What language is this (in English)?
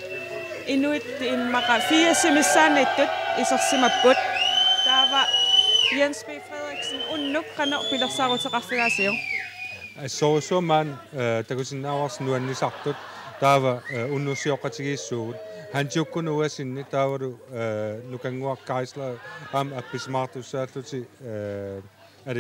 Kalaallisut